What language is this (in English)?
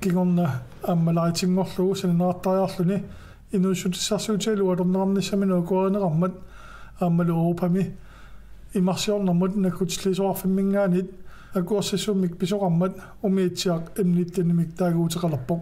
Kalaallisut